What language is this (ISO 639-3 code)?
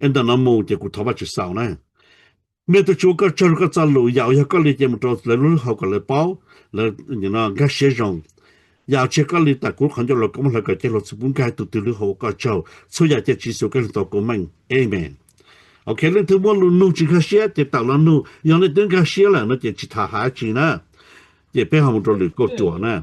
hmn